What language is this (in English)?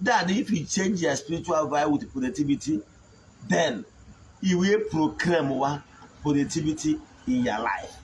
Igbo